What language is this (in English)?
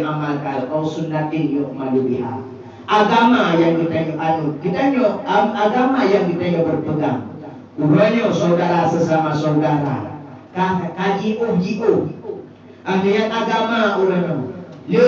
Achinese